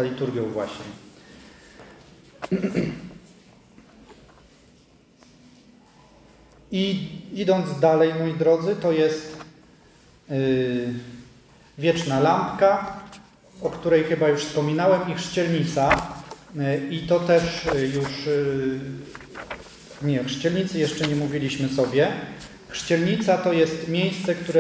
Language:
Polish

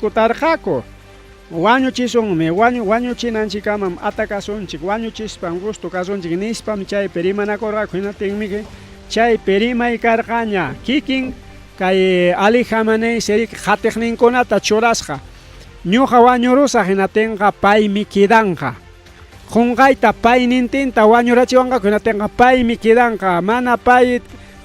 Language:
Ayacucho Quechua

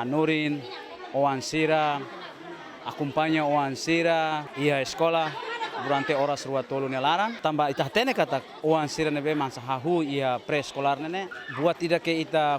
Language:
Tetum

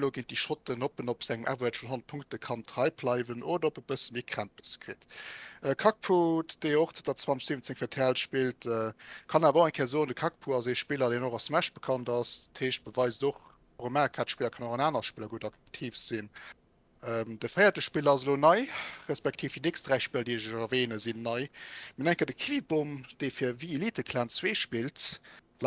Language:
Luxembourgish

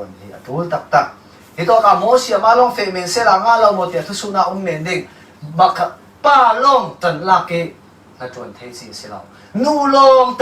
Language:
Falam Chin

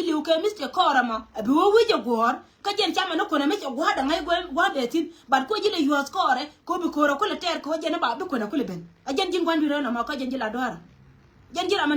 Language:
Nuer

